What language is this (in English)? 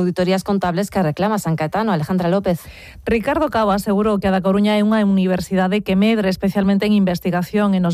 Galician